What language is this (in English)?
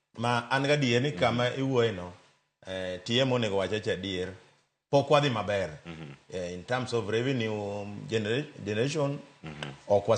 Luo (Kenya and Tanzania)